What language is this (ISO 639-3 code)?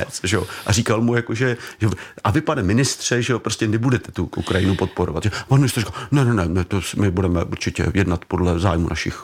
ces